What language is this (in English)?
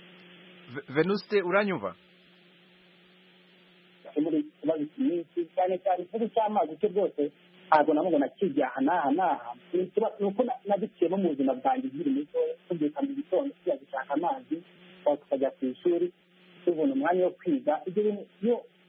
Kinyarwanda